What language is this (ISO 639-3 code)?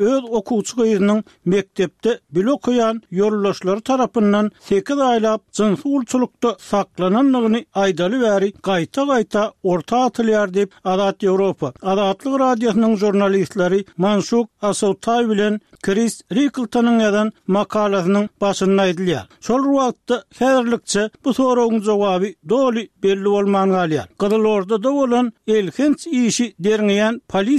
tuk